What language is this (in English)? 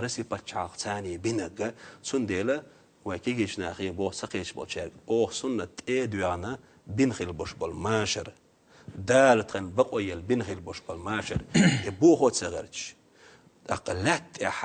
Chechen